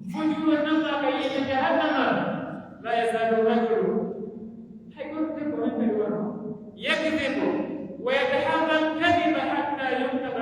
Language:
Pular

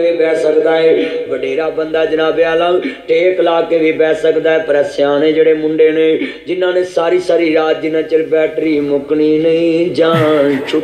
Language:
Punjabi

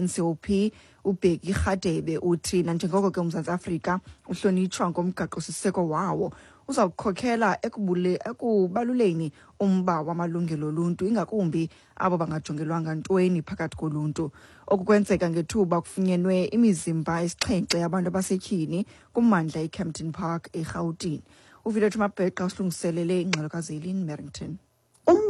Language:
Xhosa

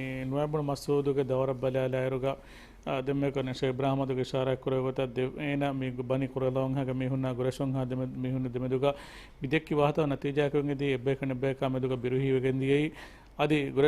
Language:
Divehi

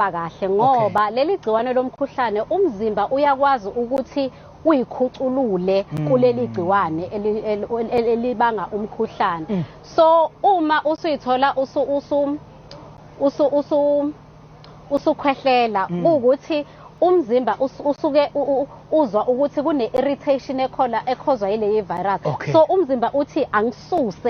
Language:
Zulu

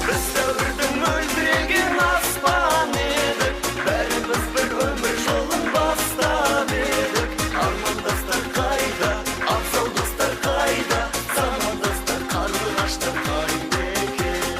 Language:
Kara-Kalpak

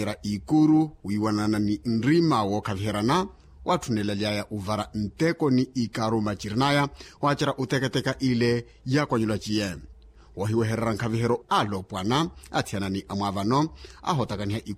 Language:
Makhuwa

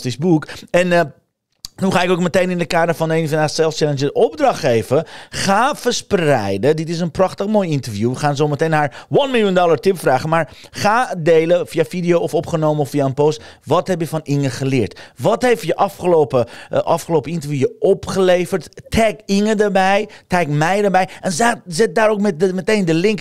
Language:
Dutch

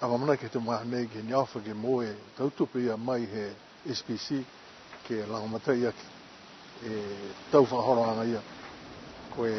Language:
Niuean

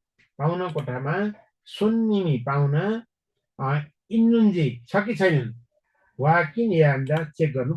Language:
Nepali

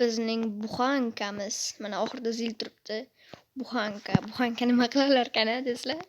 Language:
Uzbek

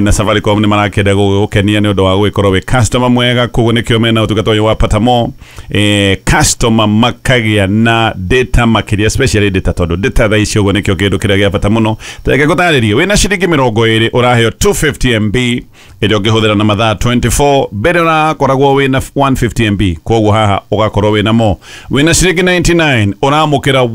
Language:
Kikuyu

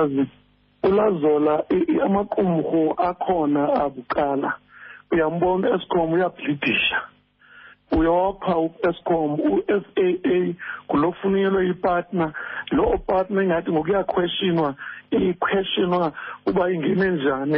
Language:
Xhosa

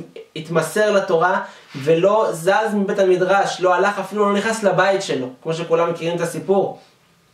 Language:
Hebrew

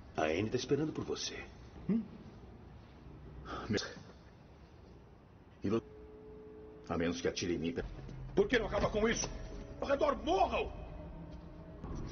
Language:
Portuguese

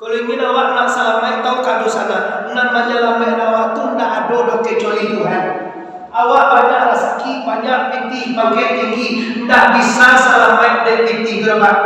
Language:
Minangkabau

